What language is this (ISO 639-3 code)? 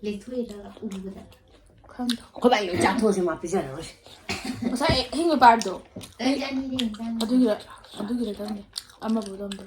mni